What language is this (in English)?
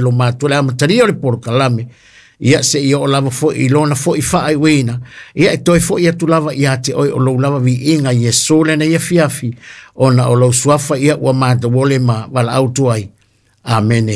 Samoan